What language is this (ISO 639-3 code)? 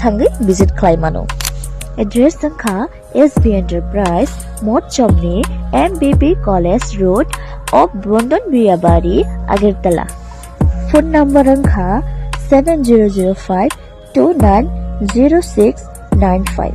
trp